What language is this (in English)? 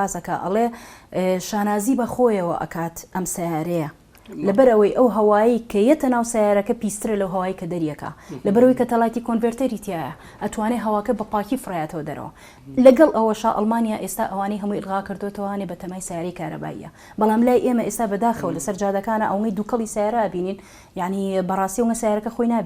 Central Kurdish